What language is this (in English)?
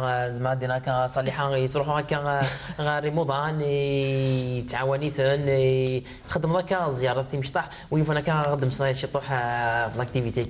Kabyle